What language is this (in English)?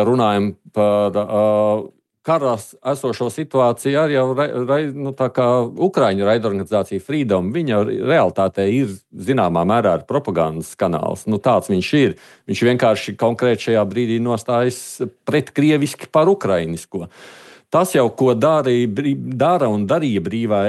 Latvian